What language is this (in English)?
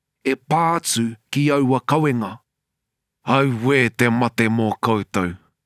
Māori